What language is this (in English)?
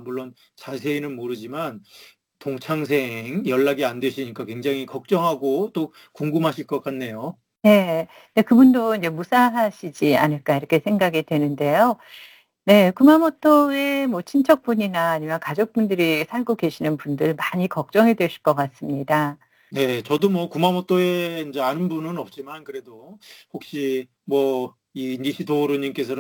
Korean